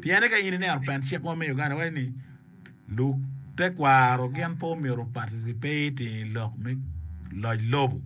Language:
Acoli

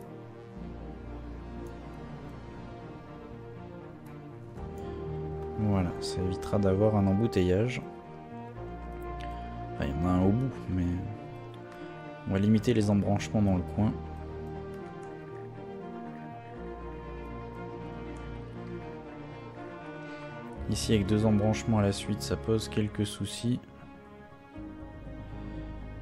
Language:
French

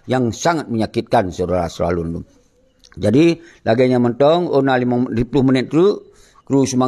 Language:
Achinese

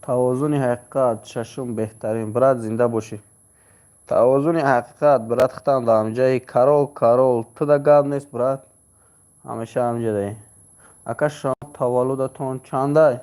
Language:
Tajik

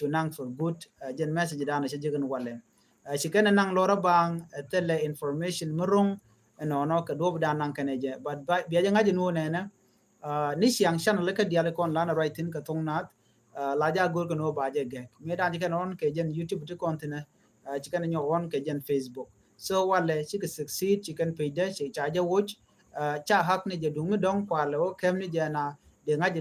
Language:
Nuer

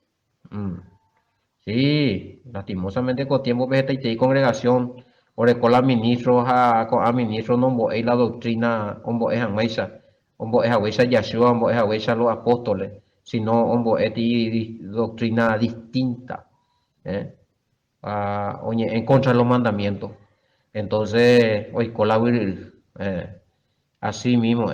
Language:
Guarani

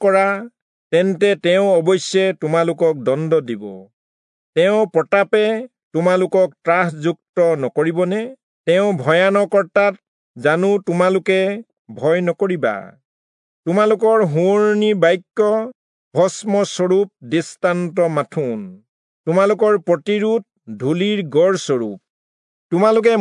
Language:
Assamese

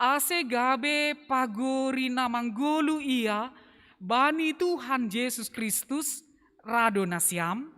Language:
Batak Simalungun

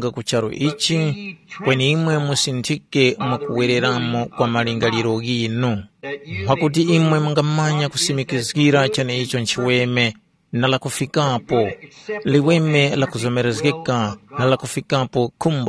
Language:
Tumbuka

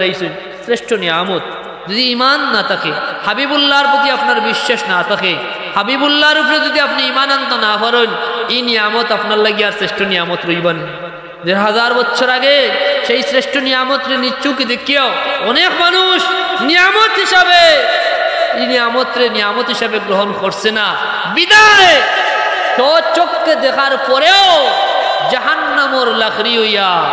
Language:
Sylheti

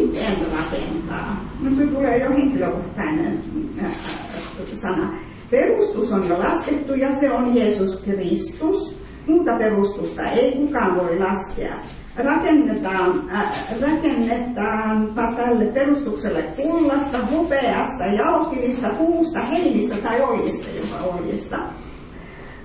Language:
Finnish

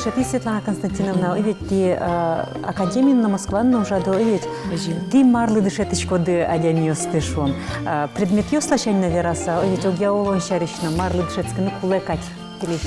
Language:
Udmurt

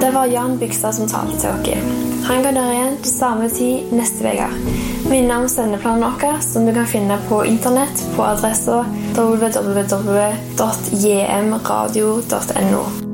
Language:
Norwegian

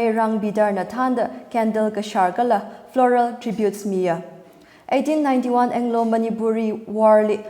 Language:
Tangkhul Naga (India)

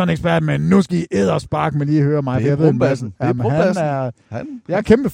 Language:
Danish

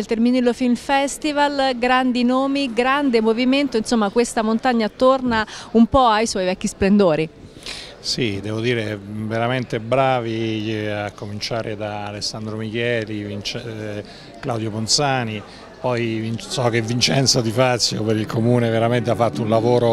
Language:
Italian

